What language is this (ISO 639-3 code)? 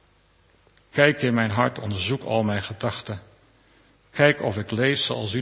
nld